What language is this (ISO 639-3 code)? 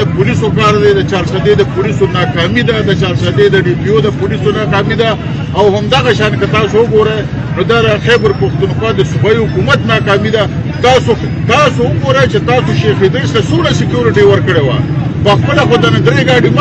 pus